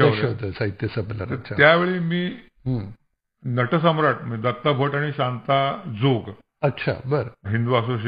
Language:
Marathi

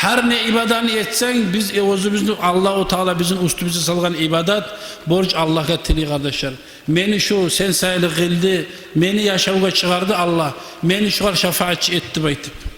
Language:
Kumyk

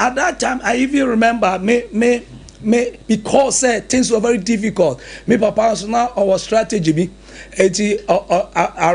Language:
Akan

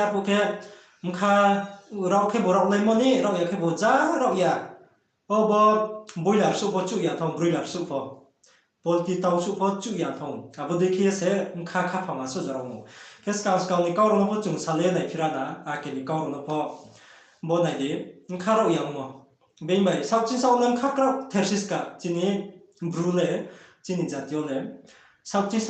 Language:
Riang (India)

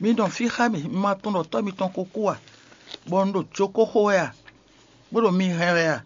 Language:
Fon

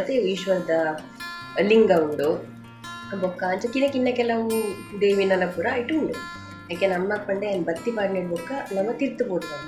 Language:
Tulu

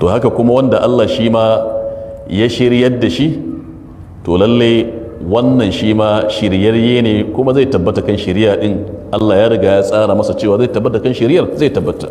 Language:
Hausa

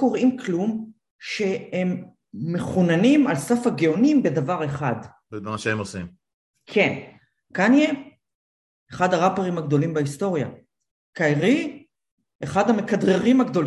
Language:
Hebrew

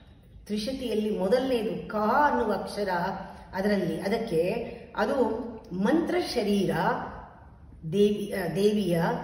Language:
Kannada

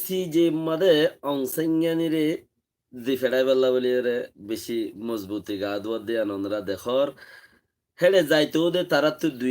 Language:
Rohingya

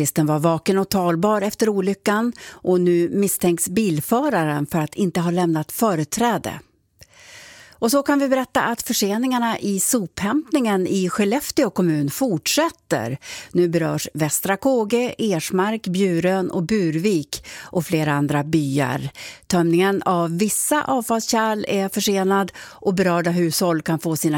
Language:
Swedish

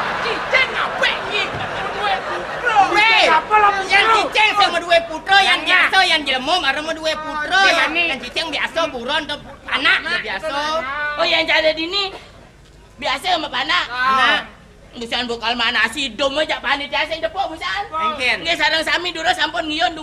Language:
Balinese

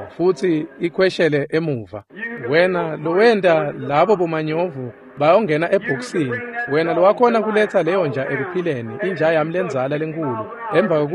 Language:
Swati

